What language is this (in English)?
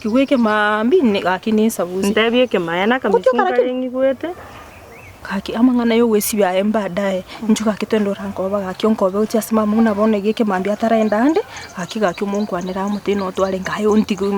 Gusii